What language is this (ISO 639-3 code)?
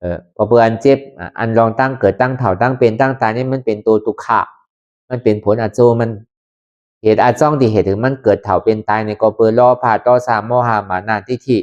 khb